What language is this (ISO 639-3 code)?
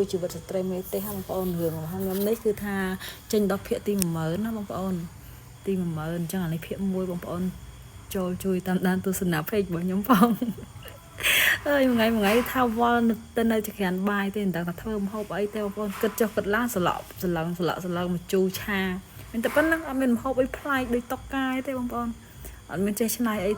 khm